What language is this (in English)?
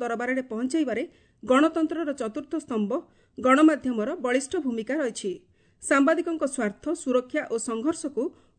Odia